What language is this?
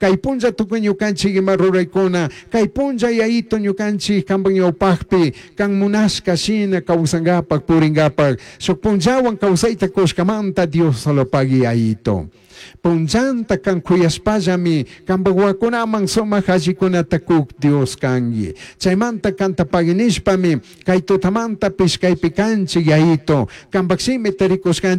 Chimborazo Highland Quichua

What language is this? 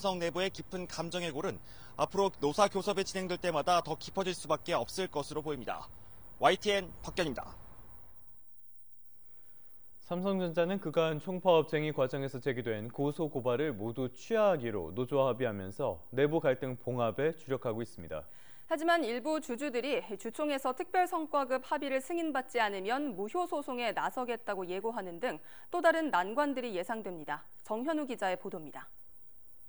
Korean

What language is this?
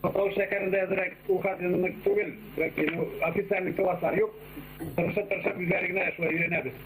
Bashkir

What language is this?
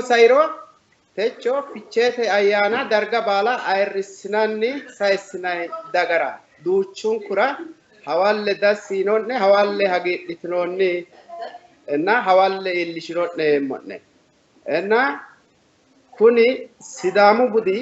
Sidamo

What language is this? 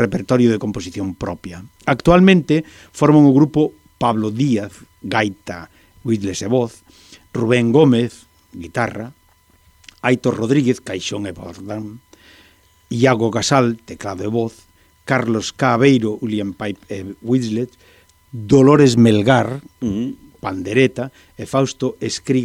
Galician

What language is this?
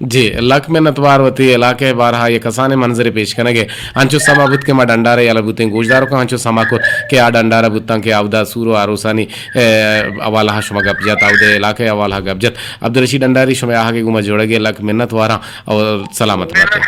Eastern Balochi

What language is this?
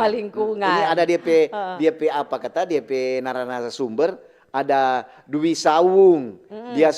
Manado Malay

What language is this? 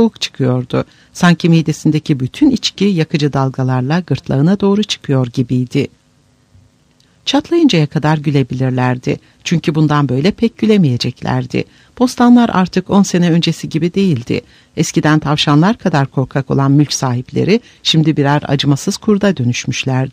Turkish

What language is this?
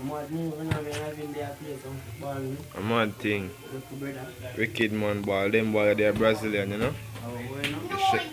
Jamaican Creole English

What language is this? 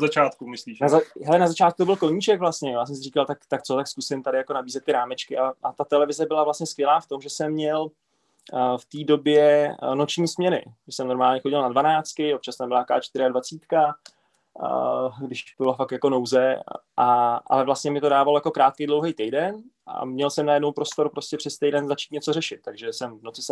Czech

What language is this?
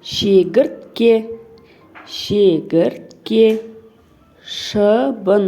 Kazakh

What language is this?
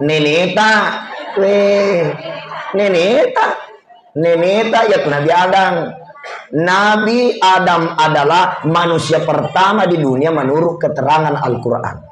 Buginese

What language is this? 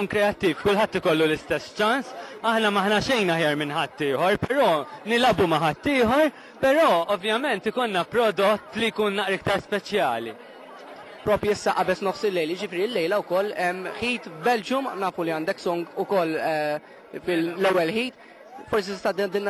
Maltese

